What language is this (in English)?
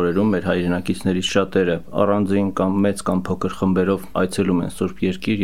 Armenian